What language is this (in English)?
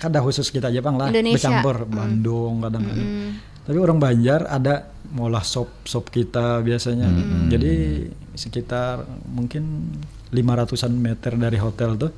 Banjar